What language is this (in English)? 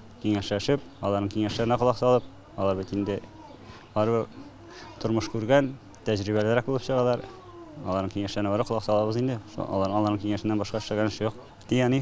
Tatar